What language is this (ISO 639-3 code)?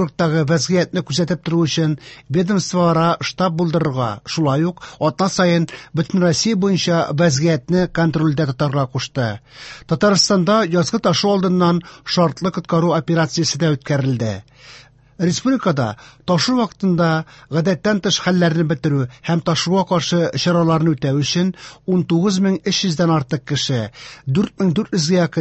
tat